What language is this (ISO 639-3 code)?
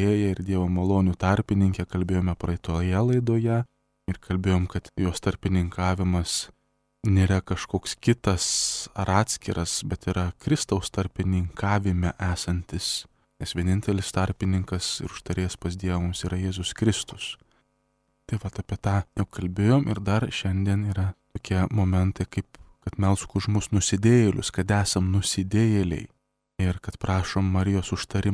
lit